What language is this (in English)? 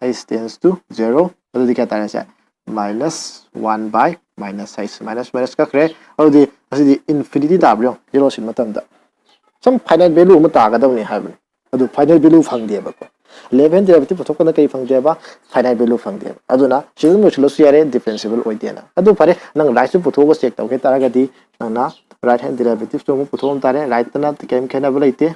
Manipuri